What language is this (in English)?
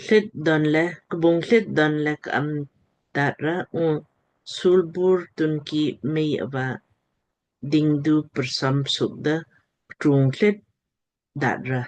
Lamkang